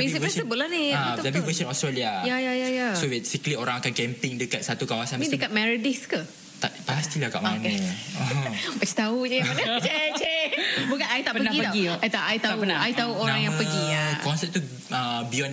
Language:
Malay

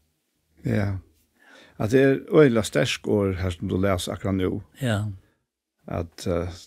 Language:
Faroese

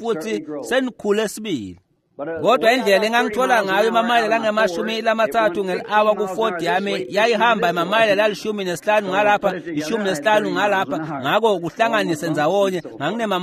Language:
Swati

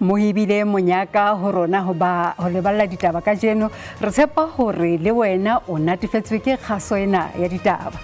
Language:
Southern Sotho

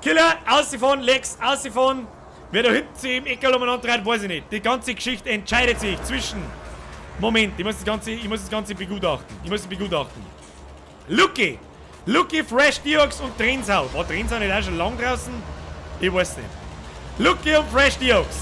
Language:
Bavarian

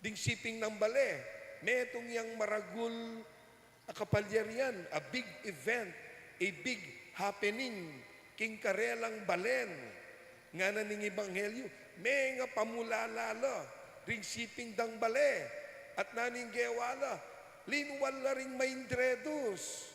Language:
Pampanga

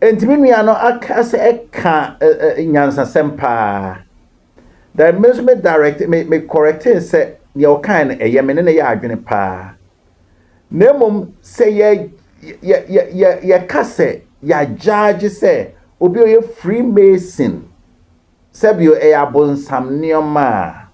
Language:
Akan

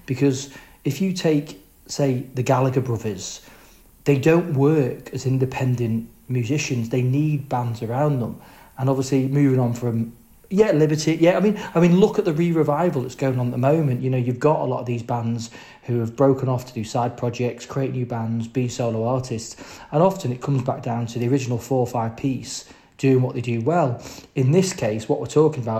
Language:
English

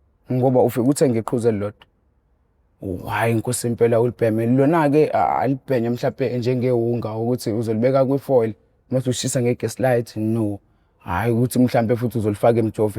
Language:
Zulu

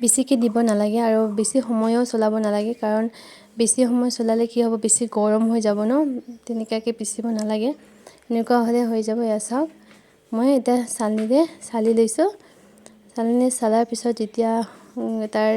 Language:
Assamese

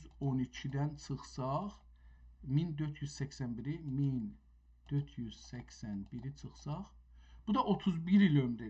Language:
South Azerbaijani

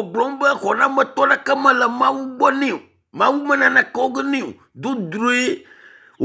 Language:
Ewe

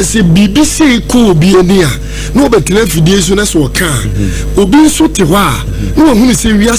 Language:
Akan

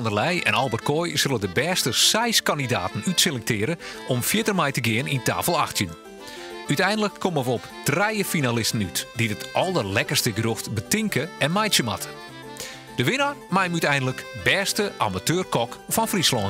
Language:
Western Frisian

